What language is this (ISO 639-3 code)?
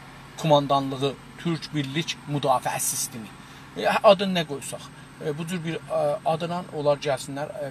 azb